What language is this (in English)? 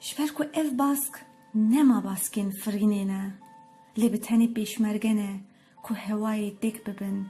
Kurdish